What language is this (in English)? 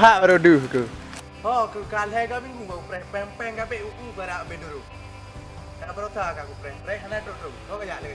Achinese